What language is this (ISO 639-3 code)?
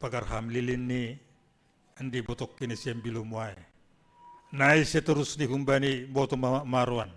bts